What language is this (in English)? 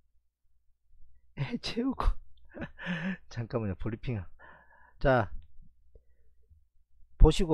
Korean